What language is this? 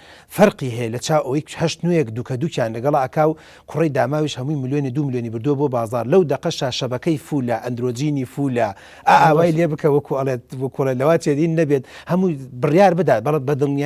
Central Kurdish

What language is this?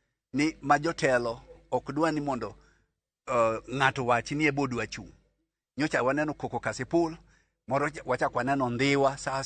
Luo (Kenya and Tanzania)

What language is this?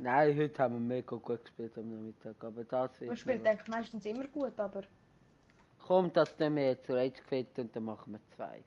Swiss German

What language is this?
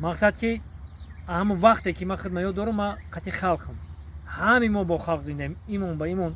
Tajik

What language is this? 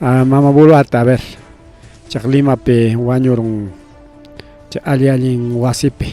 Ayacucho Quechua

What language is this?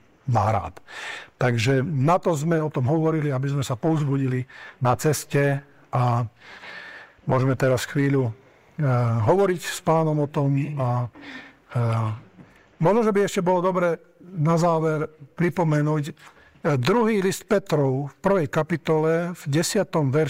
Slovak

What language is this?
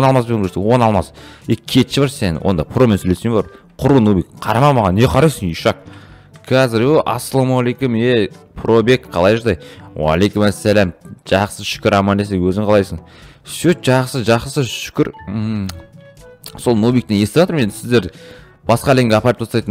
Kazakh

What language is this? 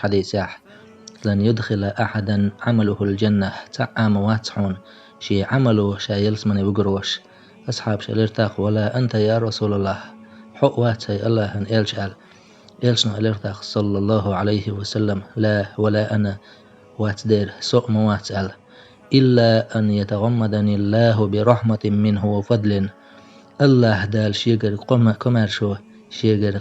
Chechen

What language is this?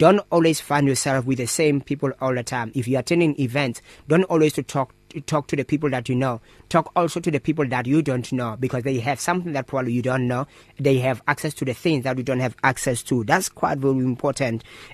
English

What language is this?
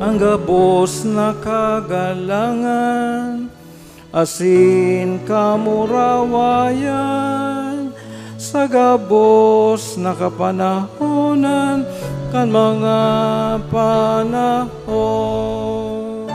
Bikol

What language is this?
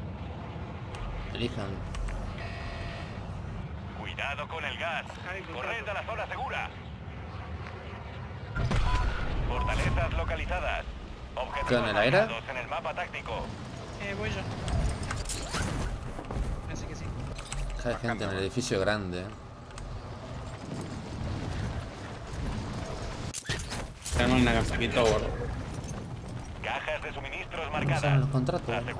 Spanish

